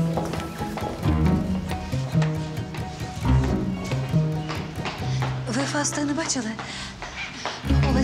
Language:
Ukrainian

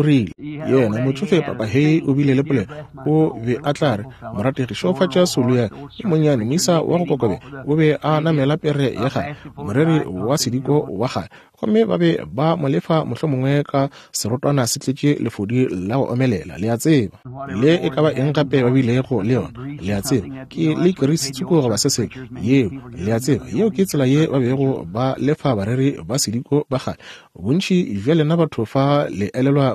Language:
Northern Sotho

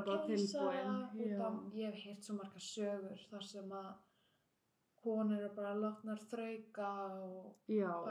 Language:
Icelandic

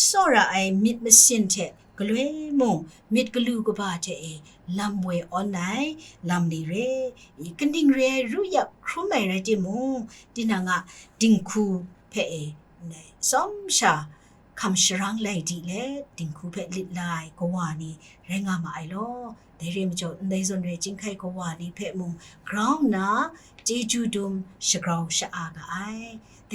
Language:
Kachin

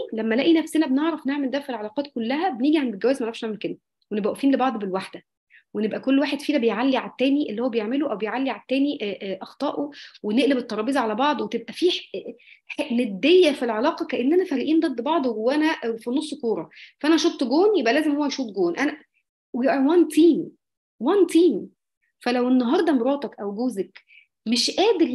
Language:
Egyptian Arabic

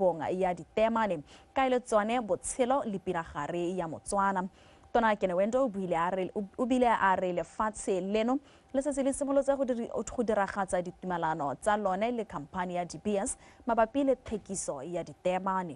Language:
Tswana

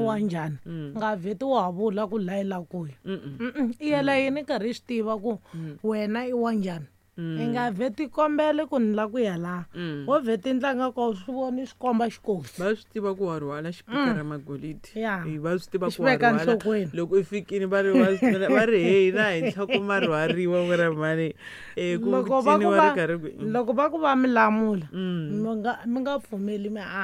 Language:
Tsonga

